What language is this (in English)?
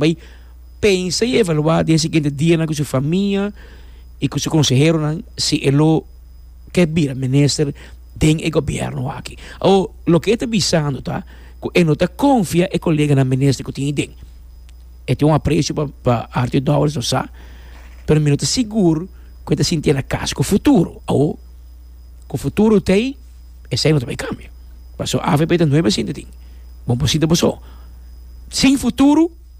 Papiamento